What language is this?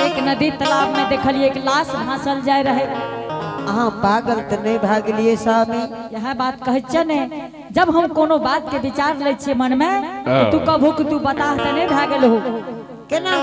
Angika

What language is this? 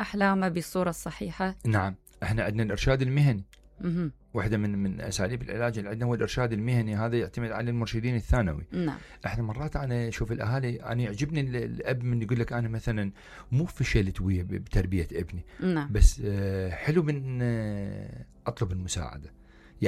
Mesopotamian Arabic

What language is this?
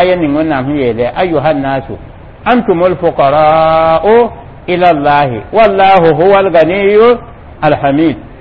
Mossi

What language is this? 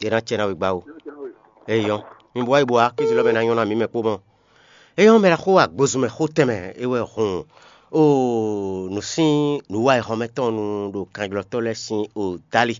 Fon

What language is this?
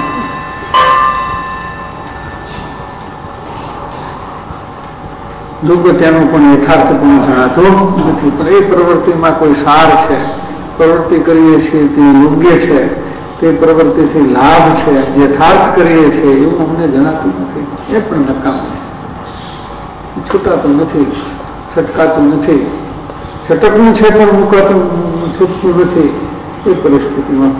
Gujarati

